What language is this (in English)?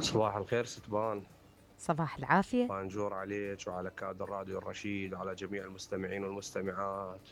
Mesopotamian Arabic